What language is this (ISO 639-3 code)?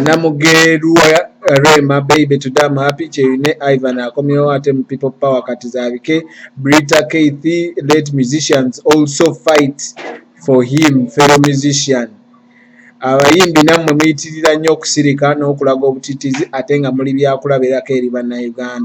lug